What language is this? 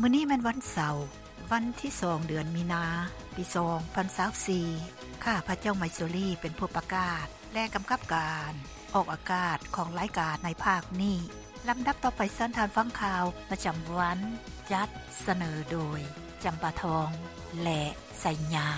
Lao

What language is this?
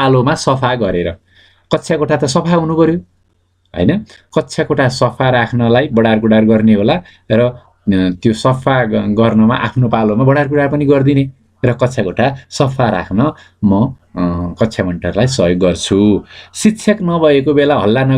Nepali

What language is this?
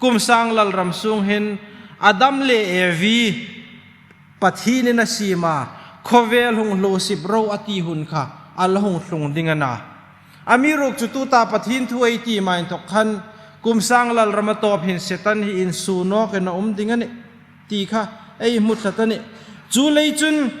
Hmar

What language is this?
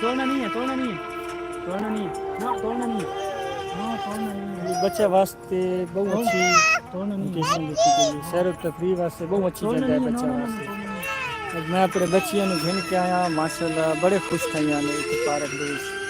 Saraiki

